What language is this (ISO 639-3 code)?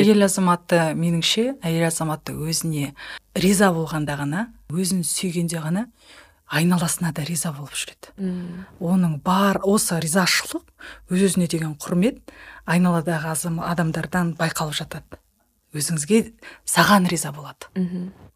kaz